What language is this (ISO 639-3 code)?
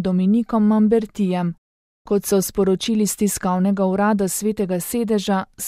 slv